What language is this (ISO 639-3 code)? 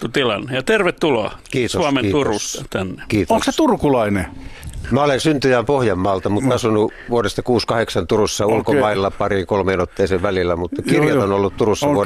fin